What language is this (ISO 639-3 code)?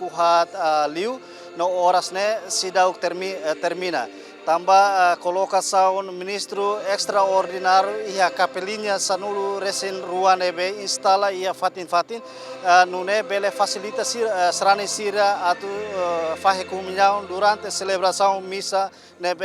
tet